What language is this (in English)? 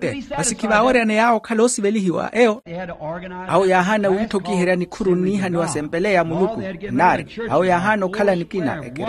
Makhuwa